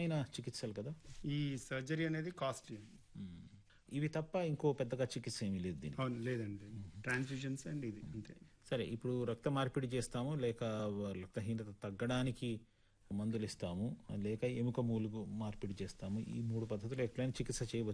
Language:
Telugu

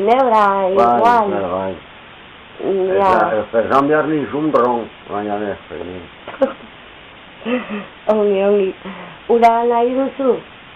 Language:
Basque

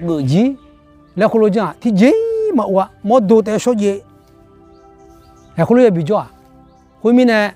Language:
Akha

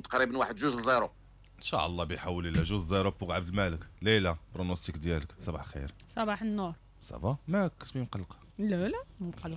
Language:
Moroccan Arabic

